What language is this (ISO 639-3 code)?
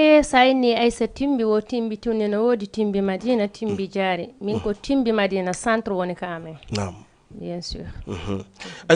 ful